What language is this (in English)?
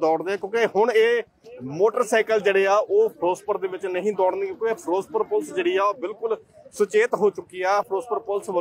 Punjabi